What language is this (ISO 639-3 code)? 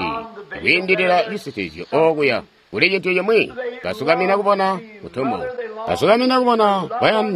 toi